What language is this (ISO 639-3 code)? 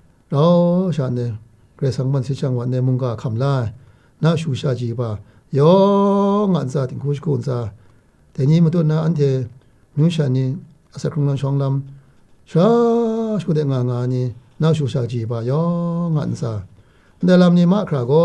kac